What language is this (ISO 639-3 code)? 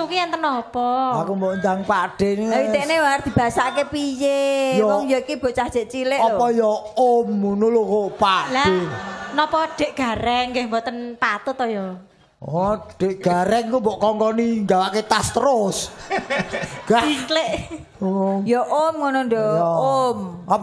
jav